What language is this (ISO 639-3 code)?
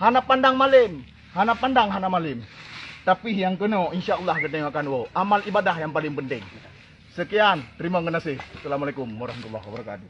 ace